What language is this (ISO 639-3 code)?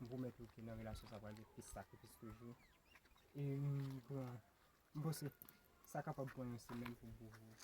hat